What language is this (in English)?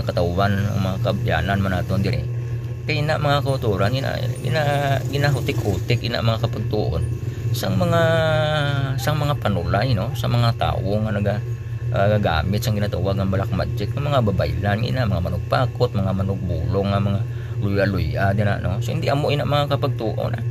Hiligaynon